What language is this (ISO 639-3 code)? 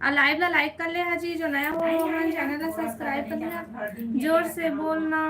hne